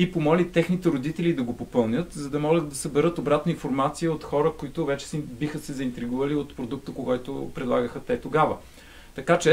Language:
Bulgarian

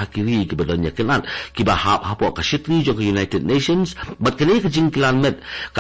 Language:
Khasi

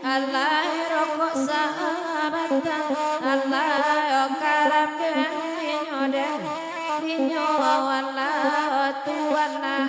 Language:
Minangkabau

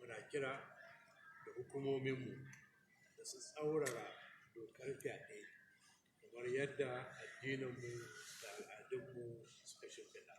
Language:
Hausa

